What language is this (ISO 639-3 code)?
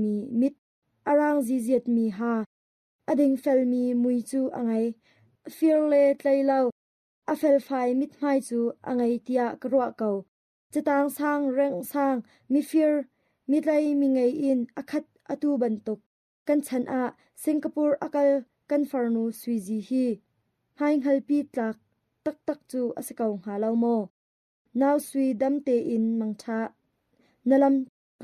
cnh